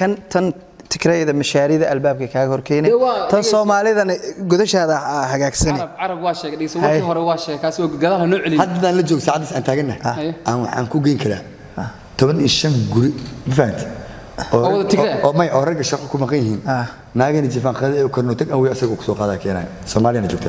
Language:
Somali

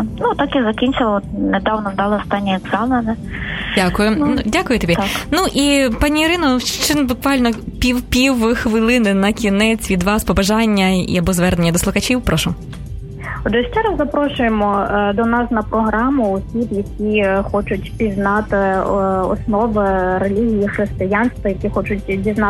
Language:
Ukrainian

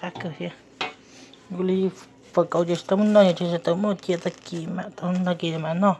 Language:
Hmong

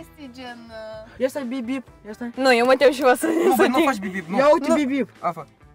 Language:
Romanian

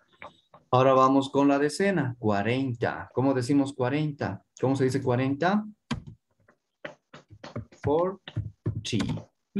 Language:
Spanish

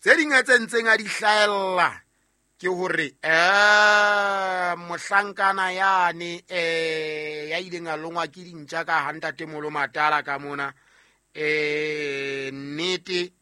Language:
Southern Sotho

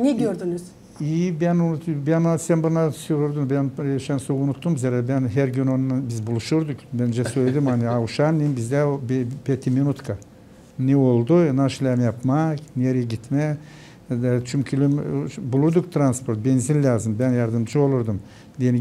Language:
Gagauz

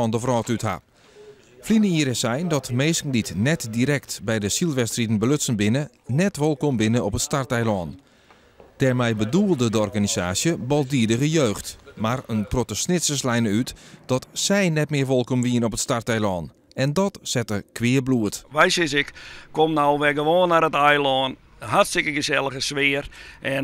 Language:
Western Frisian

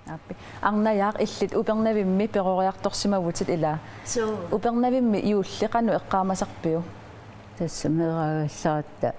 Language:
Kalaallisut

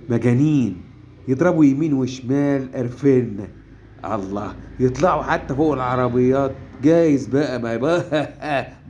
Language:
Egyptian Arabic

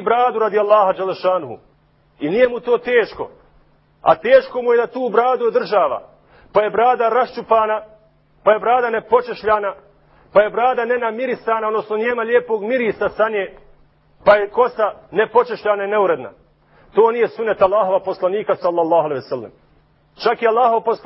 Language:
Bosnian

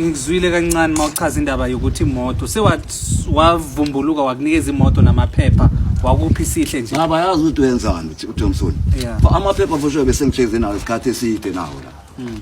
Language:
Zulu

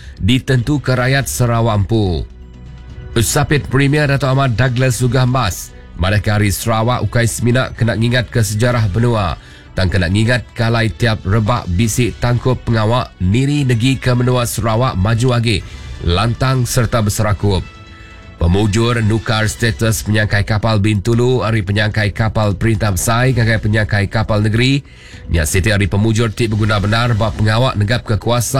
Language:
Iban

